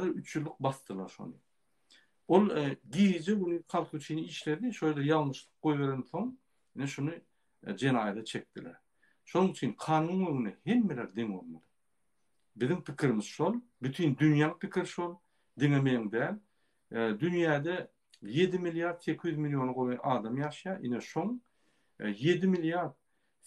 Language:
Turkmen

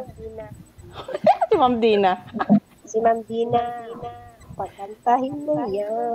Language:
Filipino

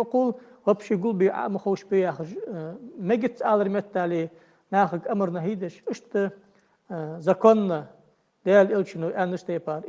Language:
Ingush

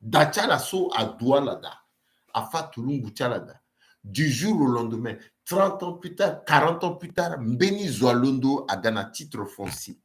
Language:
Sango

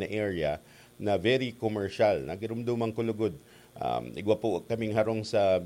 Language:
Bikol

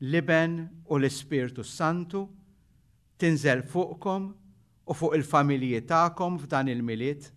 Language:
Maltese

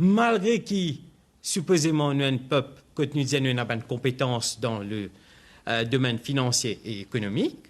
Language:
Morisyen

